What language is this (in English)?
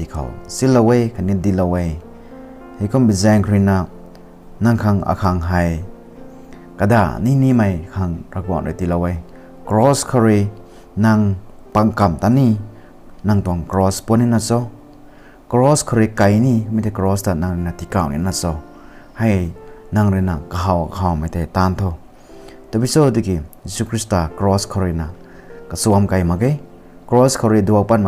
Rongmei Naga